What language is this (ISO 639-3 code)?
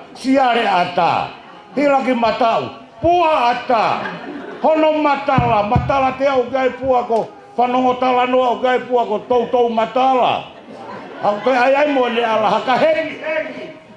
ton